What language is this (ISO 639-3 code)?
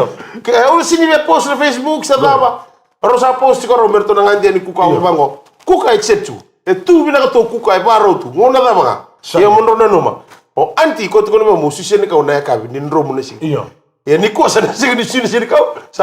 fij